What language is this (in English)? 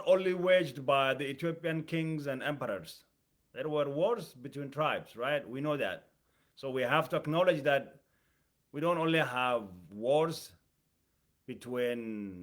English